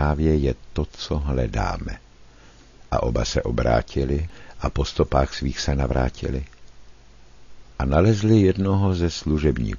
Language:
Czech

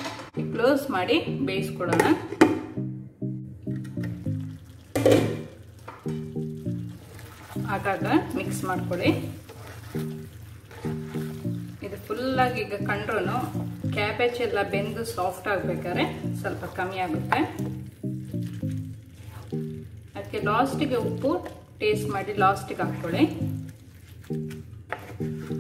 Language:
Kannada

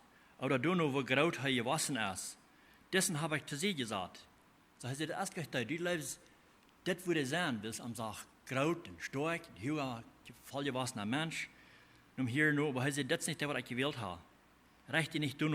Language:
Plautdietsch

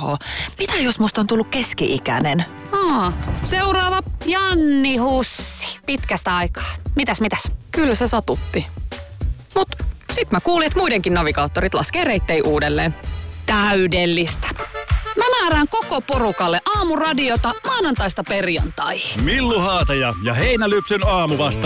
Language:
Finnish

